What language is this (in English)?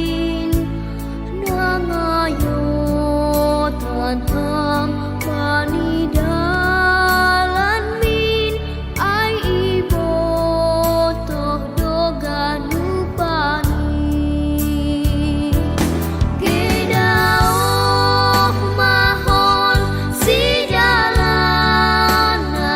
Batak Simalungun